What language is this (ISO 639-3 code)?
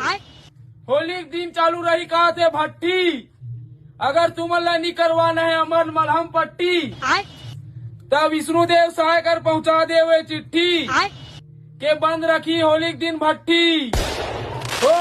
hne